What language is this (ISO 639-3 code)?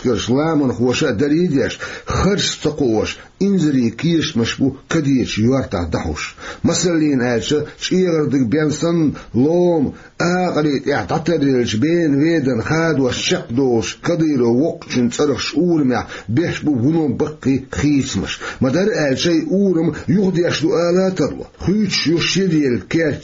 che